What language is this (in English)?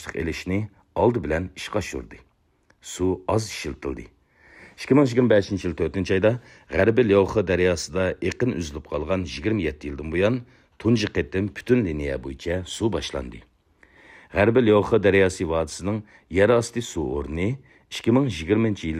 Uyghur